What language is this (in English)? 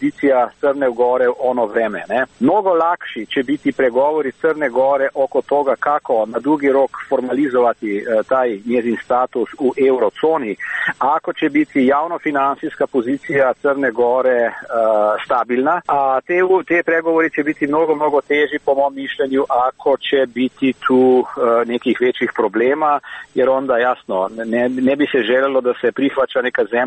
Serbian